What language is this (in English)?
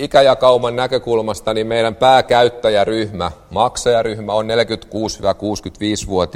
Finnish